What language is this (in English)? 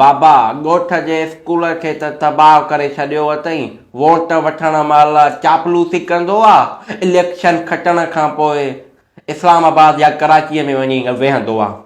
Sindhi